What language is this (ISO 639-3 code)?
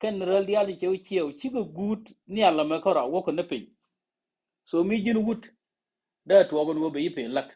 nus